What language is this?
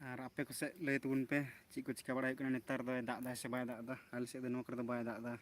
Santali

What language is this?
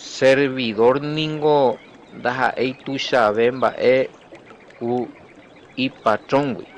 Guarani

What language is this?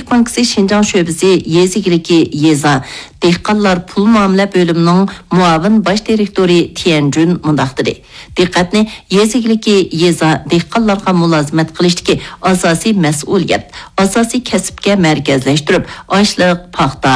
Uyghur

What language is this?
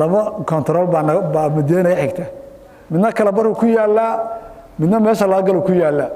Somali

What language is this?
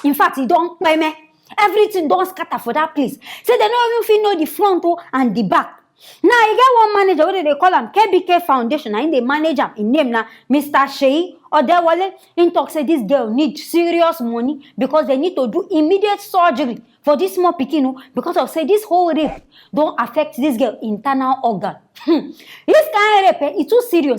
Nigerian Pidgin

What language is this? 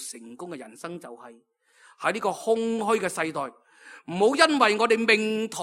Cantonese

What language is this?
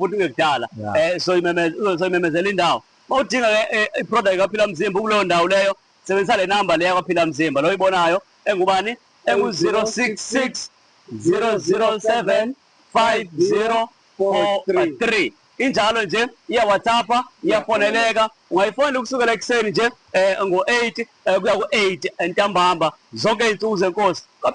Zulu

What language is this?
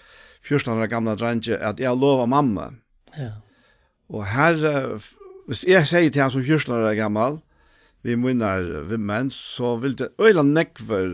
Faroese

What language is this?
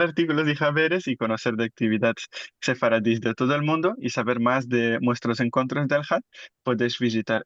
Ladino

